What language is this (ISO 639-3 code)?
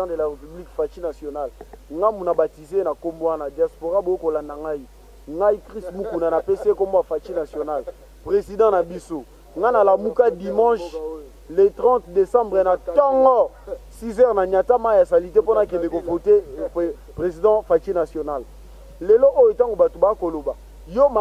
lin